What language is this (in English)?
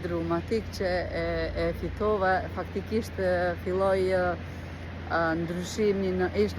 Albanian